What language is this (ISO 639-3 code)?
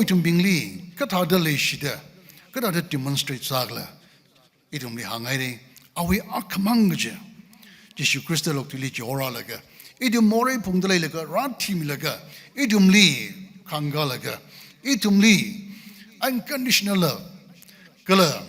nmf